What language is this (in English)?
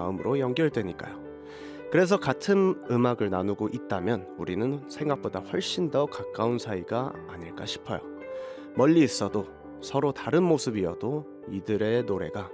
Korean